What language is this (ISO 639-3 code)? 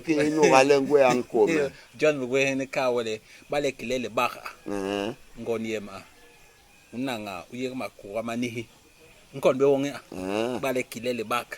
bas